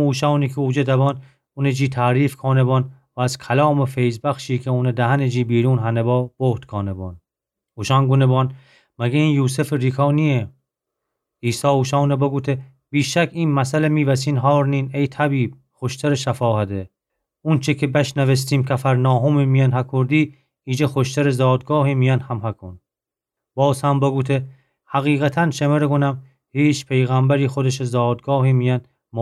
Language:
Gilaki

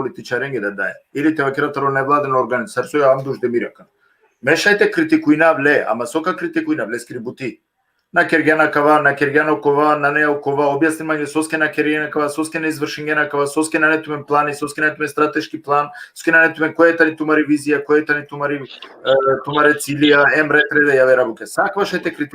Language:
Balkan Romani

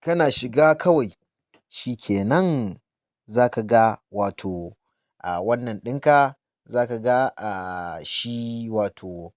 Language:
Hausa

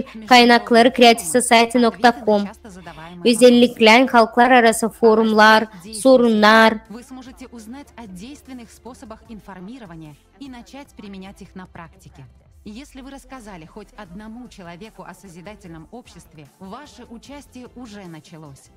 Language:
Gagauz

